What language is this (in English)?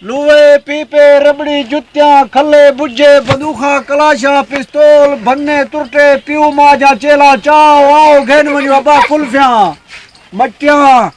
Saraiki